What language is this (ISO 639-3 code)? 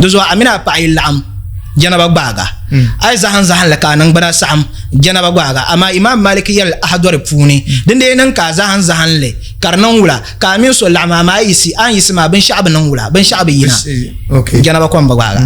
dag